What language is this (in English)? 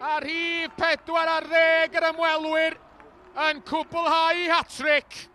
Welsh